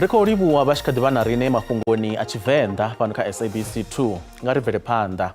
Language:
Venda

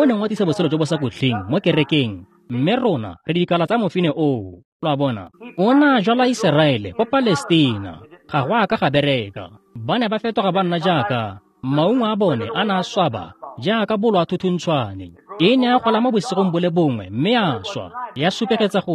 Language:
Tswana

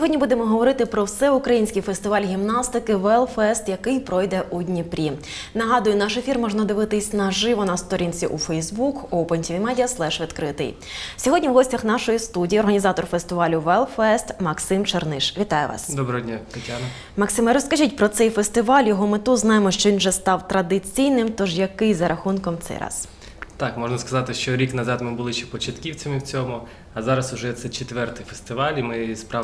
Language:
Ukrainian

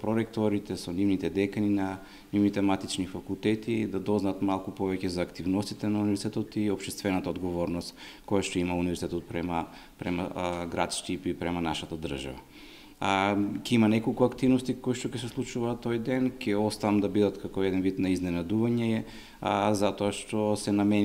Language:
Macedonian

